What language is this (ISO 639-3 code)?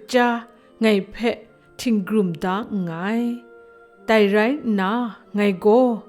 kac